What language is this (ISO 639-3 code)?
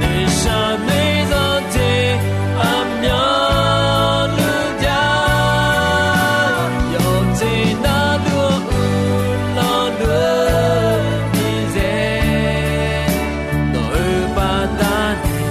ahk